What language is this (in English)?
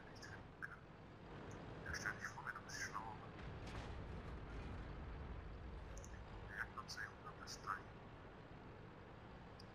German